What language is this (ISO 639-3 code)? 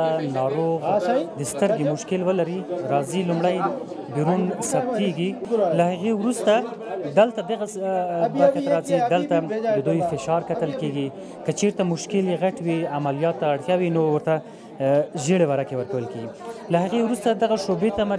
pus